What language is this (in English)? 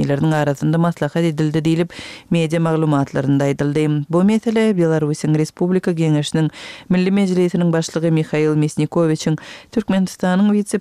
Turkmen